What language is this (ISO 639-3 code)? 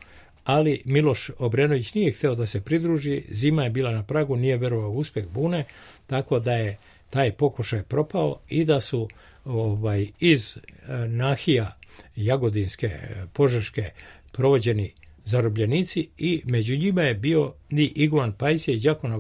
srp